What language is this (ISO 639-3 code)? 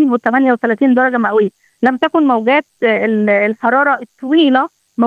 ara